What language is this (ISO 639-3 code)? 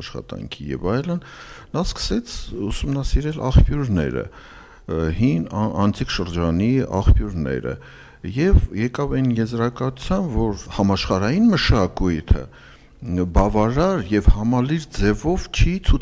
hye